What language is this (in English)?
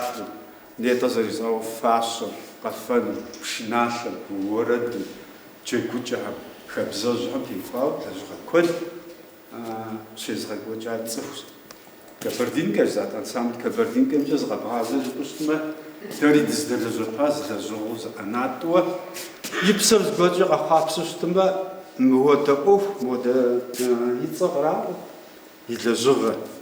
Kabardian